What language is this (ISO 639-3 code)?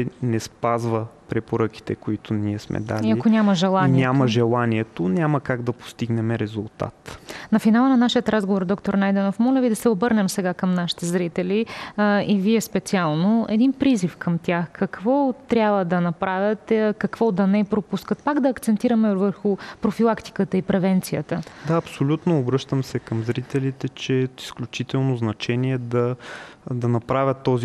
bul